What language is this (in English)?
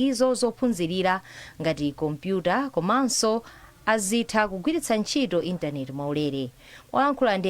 Nyanja